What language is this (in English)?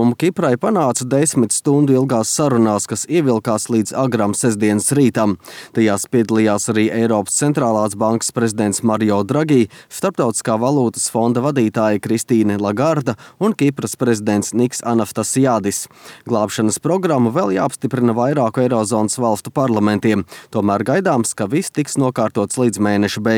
Latvian